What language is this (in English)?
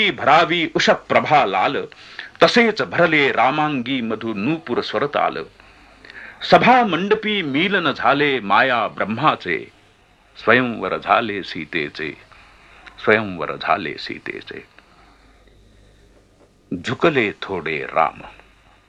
Marathi